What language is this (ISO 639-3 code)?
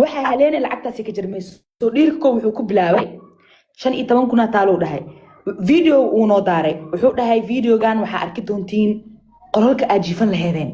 som